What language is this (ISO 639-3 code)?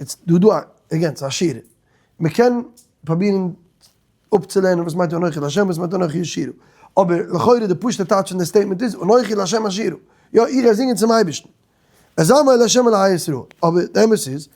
yid